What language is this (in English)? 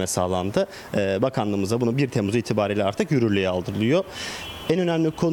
Turkish